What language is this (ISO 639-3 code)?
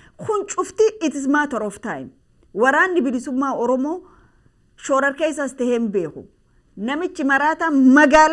orm